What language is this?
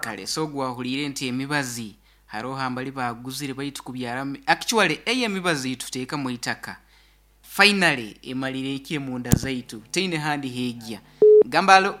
Nyoro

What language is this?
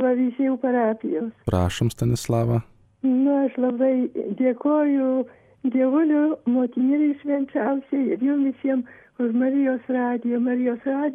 Lithuanian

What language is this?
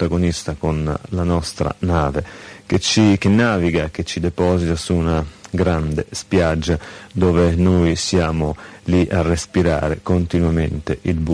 Italian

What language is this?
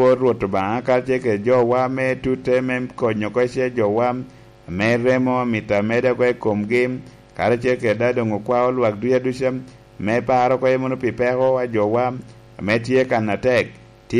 Lango (Uganda)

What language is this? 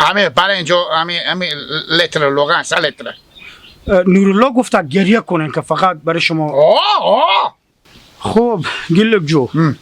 Hazaragi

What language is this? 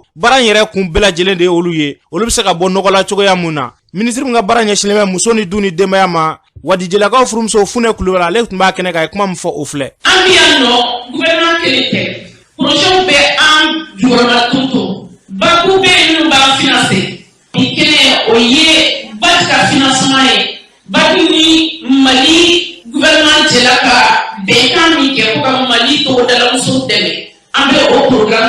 Bambara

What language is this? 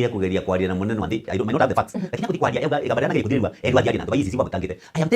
Meru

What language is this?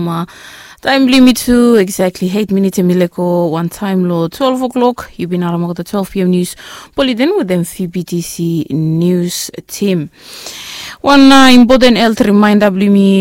Bislama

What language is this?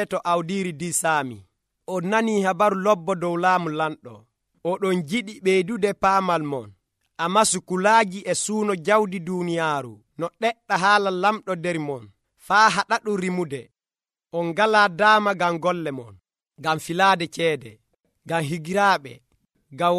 Nigerian Fulfulde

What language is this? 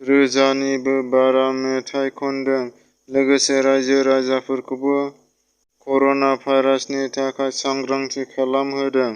Bodo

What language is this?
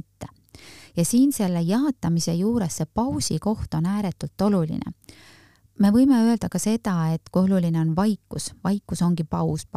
Estonian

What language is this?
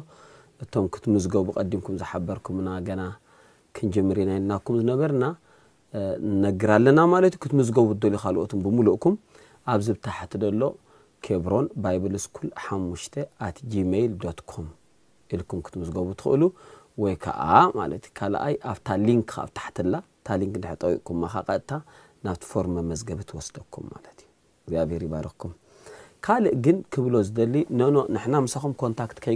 Tigrinya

